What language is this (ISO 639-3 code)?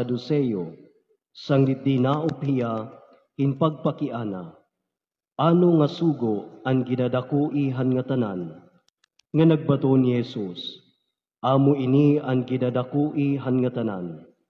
war